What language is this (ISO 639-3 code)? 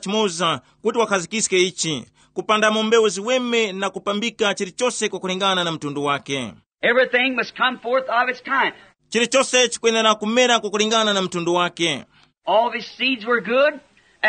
tum